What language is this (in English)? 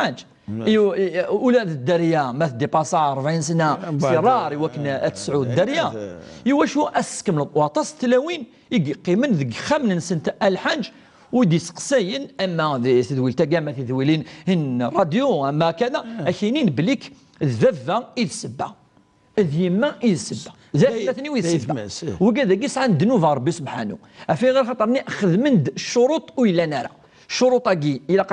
Kabyle